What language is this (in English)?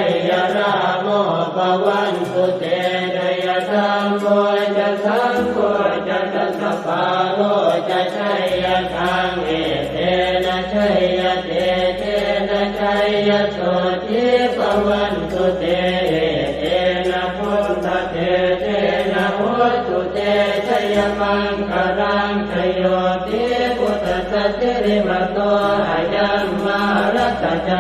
Pali